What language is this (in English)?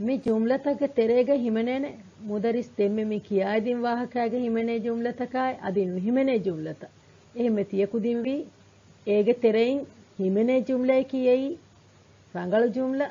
Divehi